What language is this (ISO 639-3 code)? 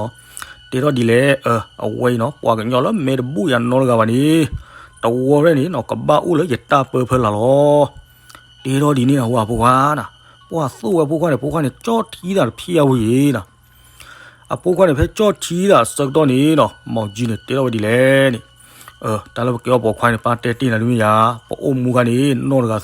ksw